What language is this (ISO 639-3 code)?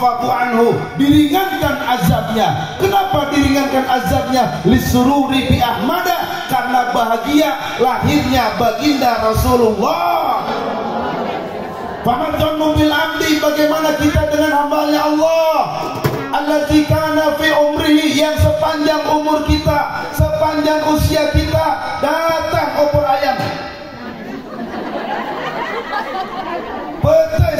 ind